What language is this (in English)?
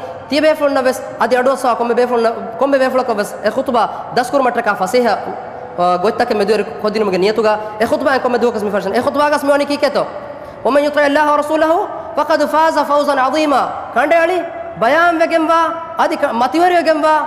Divehi